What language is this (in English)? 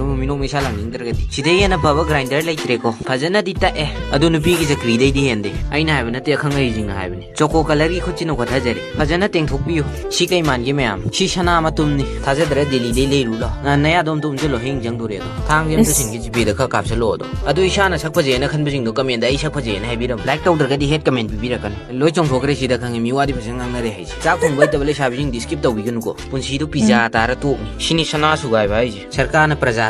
Manipuri